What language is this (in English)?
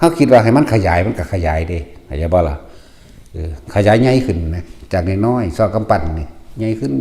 Northeastern Thai